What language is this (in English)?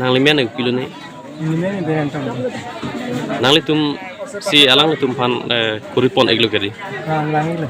Karbi